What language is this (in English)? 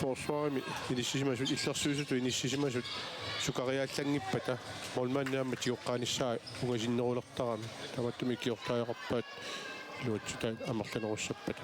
Kalaallisut